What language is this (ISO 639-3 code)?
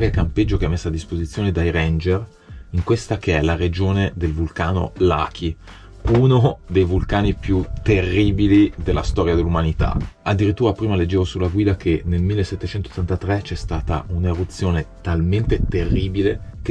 ita